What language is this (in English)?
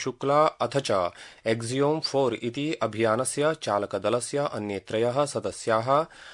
Sanskrit